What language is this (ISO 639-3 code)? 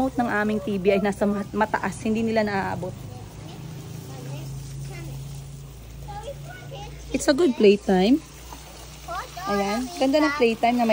fil